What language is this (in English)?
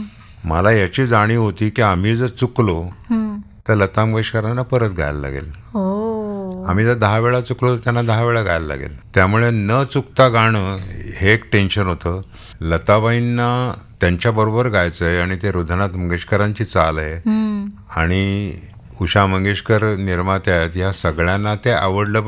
Marathi